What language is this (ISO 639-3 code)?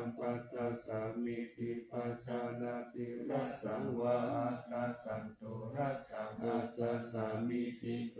pli